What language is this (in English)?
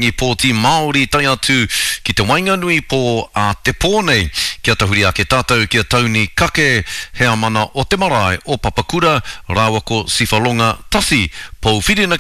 Māori